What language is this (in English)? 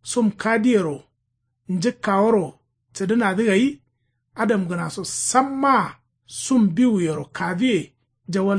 Kanuri